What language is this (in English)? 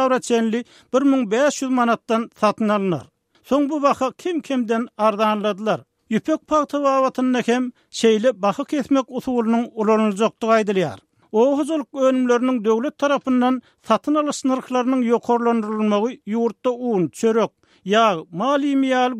Turkmen